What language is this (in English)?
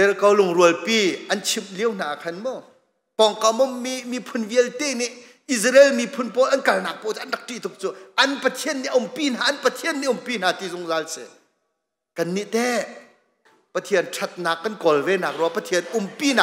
Hakha Chin